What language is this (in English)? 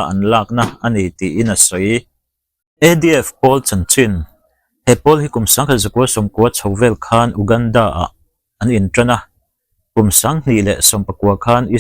Mizo